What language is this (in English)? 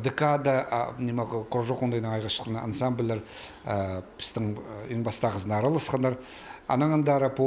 Khakas